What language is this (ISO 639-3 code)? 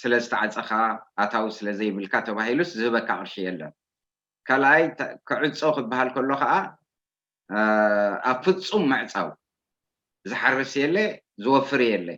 tir